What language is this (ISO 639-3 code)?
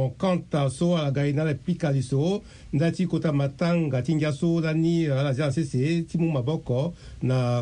sag